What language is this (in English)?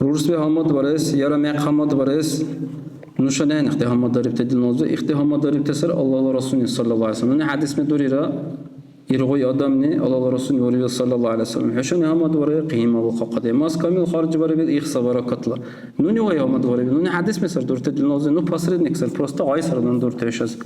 Dargwa